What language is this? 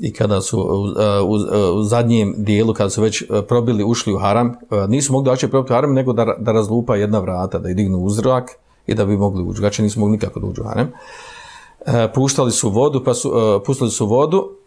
Bosnian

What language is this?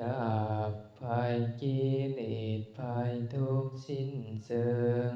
Lao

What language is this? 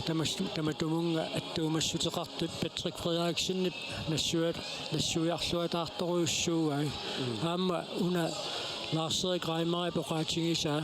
Kalaallisut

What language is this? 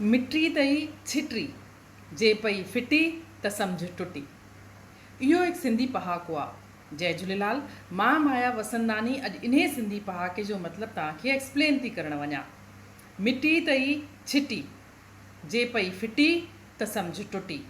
Sindhi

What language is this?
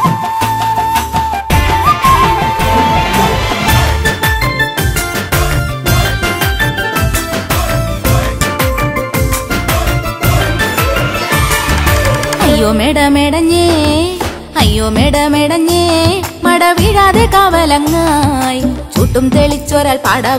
Malayalam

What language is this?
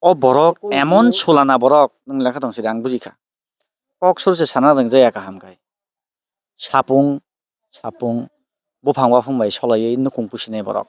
Kok Borok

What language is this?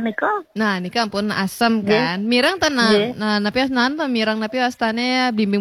Balinese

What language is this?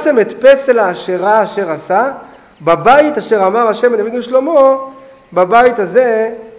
Hebrew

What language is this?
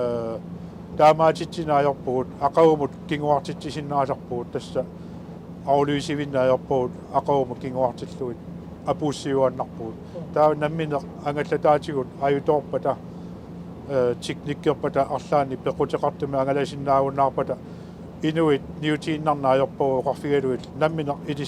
Kalaallisut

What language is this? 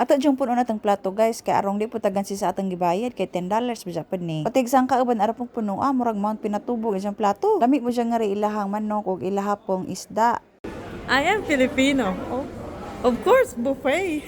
Cebuano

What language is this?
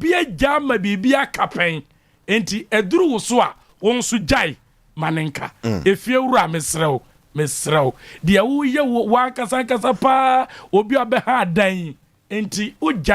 Akan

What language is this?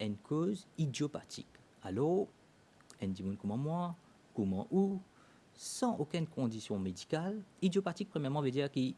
Morisyen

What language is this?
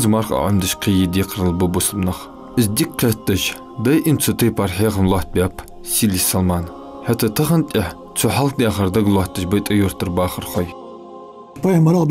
Ingush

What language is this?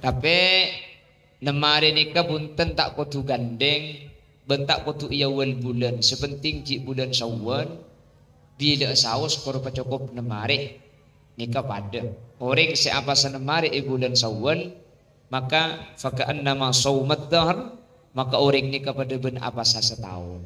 Madurese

